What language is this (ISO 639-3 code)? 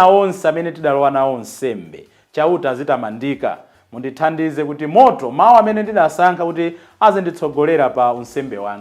nya